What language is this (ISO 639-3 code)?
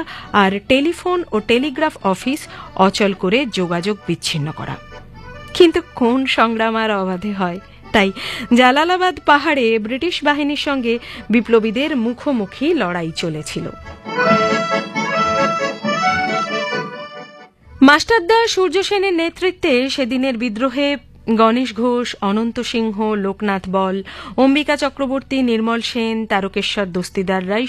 ben